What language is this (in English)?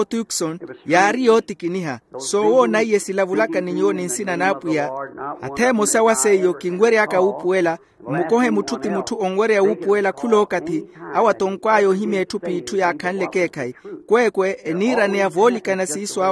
Makhuwa